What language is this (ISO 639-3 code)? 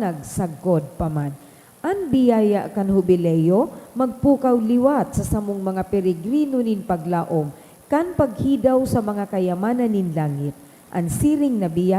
bik